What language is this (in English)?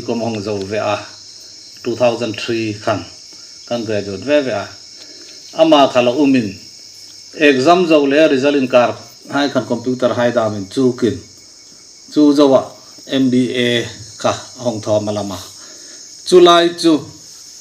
Hmar